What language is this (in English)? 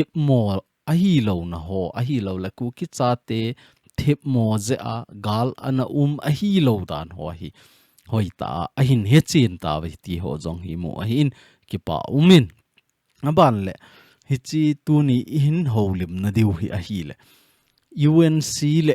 Thado Chin